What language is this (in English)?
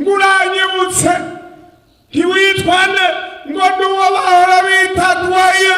Rundi